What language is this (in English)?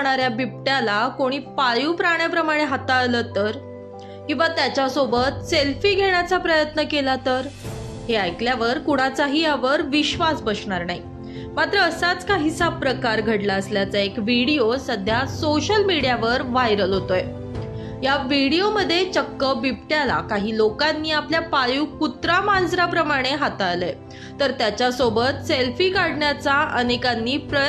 Marathi